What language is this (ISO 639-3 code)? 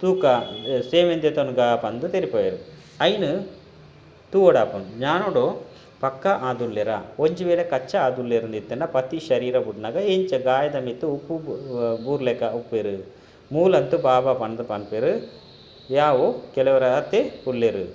tcy